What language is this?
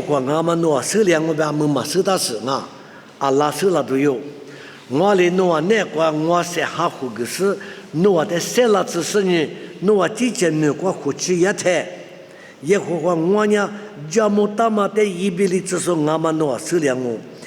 Lisu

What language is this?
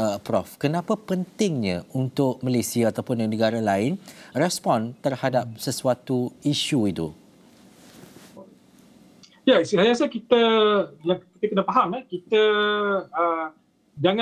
Malay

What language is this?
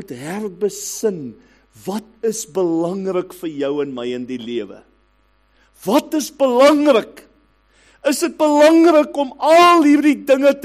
Afrikaans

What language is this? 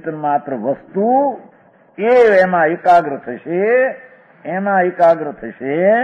Gujarati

